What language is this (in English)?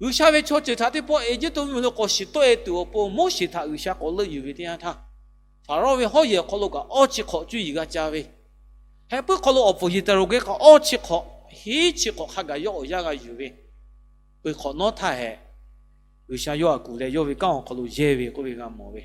Lahu